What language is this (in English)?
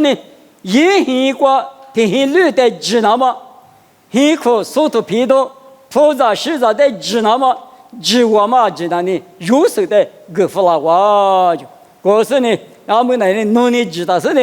Lisu